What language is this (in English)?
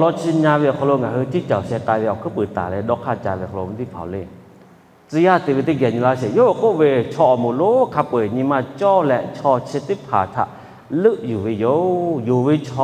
Lahu